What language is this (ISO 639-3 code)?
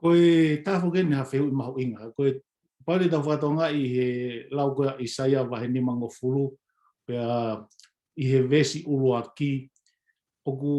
ton